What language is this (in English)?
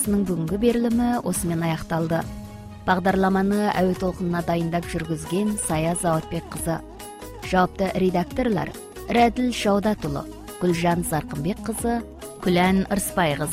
Kazakh